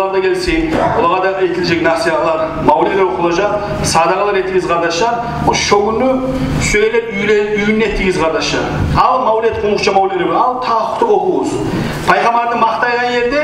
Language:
Kumyk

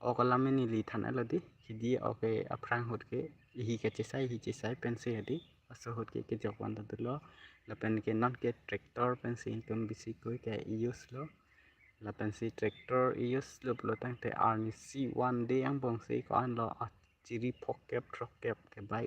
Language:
Karbi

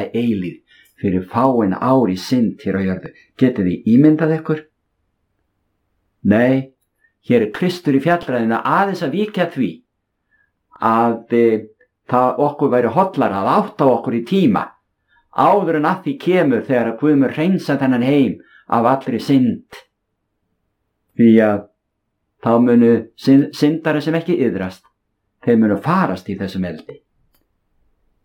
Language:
Icelandic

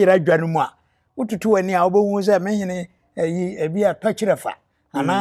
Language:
Akan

